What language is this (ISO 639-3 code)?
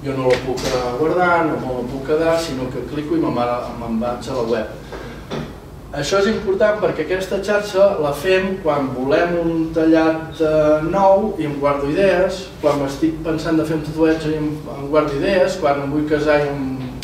cat